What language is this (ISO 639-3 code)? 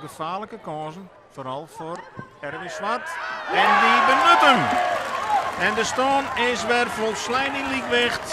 fry